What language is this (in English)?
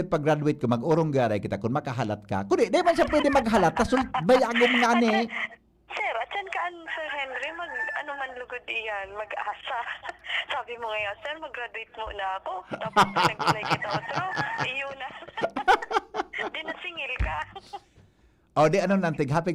Bikol